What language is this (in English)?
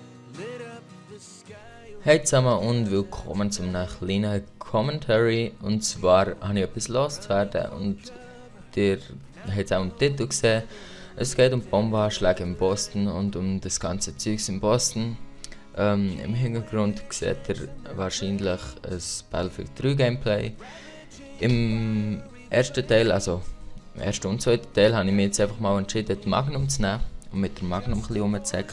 Swiss German